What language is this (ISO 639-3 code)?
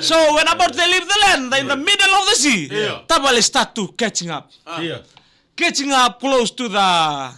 fij